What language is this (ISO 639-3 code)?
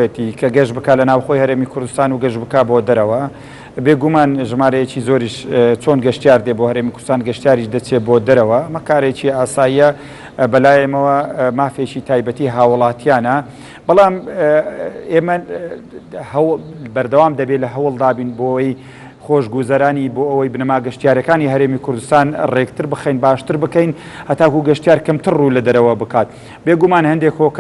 ckb